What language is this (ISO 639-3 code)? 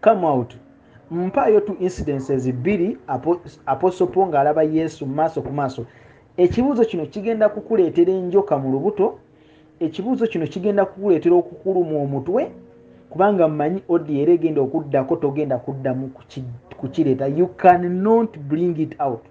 lug